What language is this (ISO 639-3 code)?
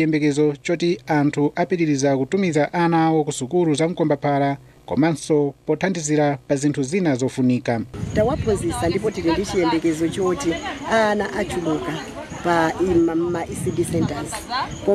nya